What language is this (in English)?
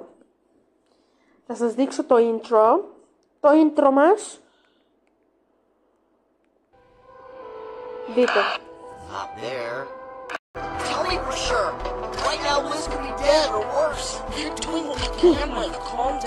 Greek